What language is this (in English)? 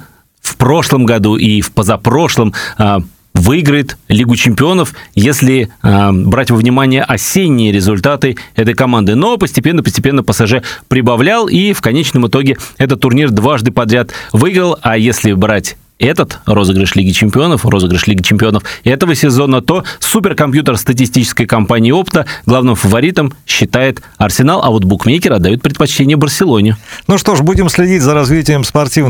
Russian